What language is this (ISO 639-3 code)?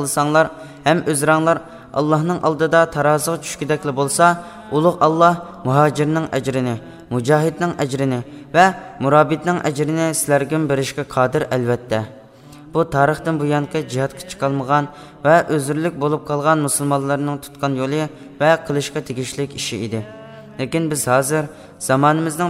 uig